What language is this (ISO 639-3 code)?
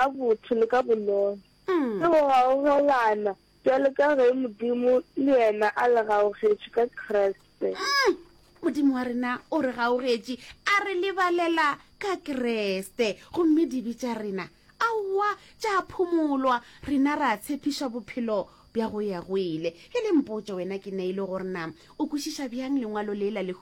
nso